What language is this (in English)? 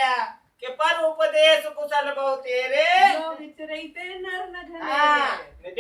Rajasthani